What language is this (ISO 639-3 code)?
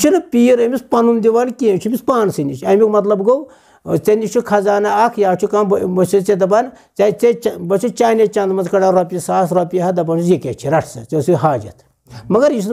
kas